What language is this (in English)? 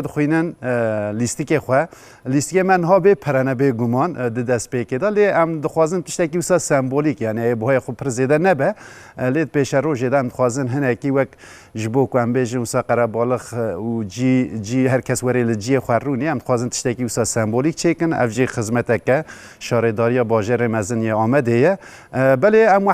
Kurdish